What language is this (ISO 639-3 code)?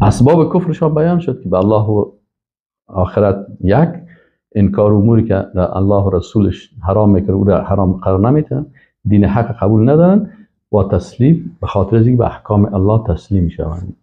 fas